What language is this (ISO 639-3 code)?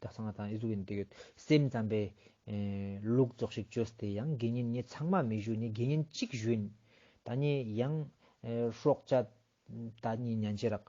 lbj